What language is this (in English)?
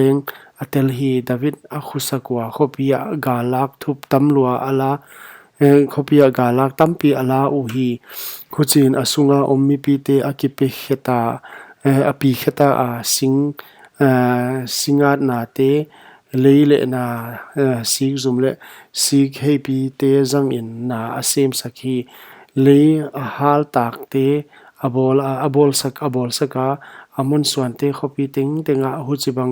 Paite Chin